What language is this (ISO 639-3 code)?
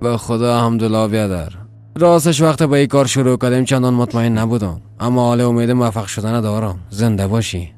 fas